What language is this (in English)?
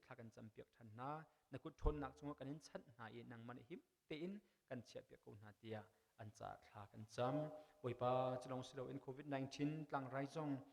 Hakha Chin